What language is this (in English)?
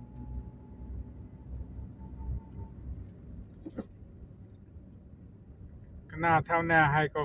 Lao